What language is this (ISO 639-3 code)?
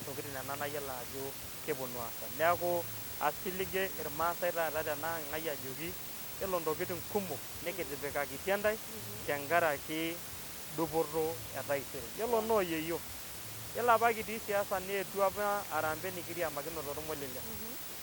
mas